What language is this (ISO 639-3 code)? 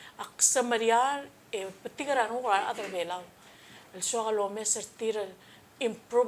pau